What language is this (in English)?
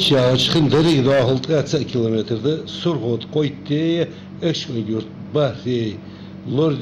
Ingush